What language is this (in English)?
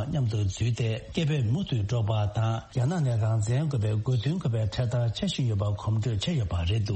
Tibetan